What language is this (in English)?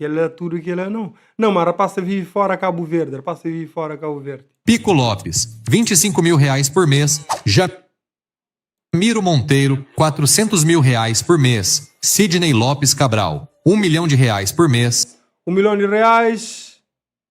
Kabuverdianu